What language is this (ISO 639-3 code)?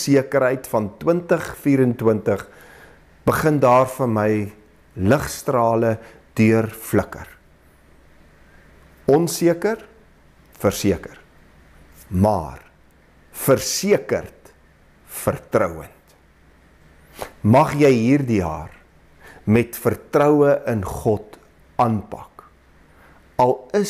afr